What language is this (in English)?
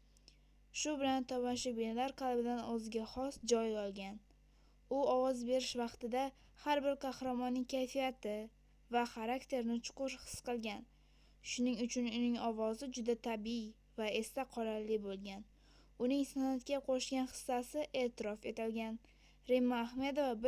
Uzbek